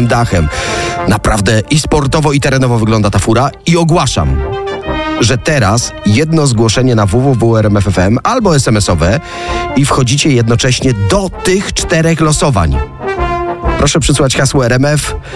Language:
Polish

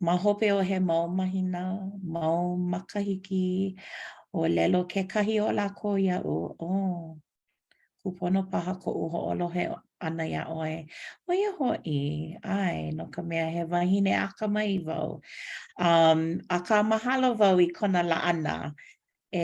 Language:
Hawaiian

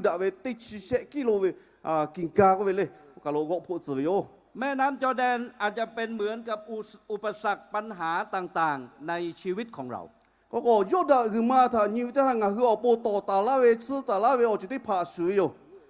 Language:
Lahu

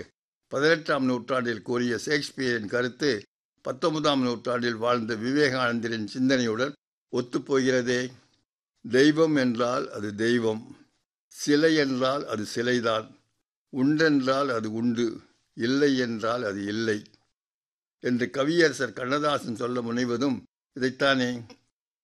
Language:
Tamil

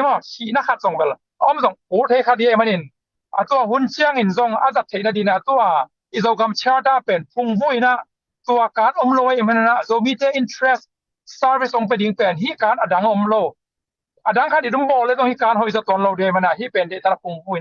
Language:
Tedim Chin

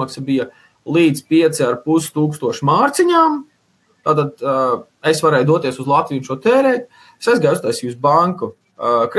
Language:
Latvian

